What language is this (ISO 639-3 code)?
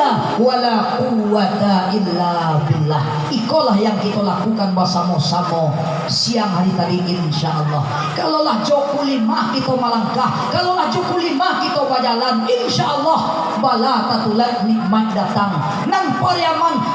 min